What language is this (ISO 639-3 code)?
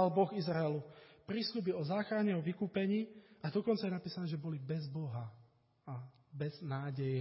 slk